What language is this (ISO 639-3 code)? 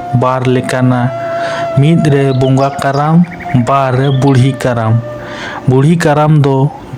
sat